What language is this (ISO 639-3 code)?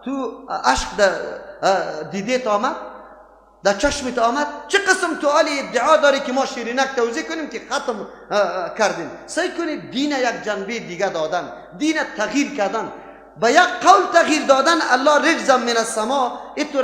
fas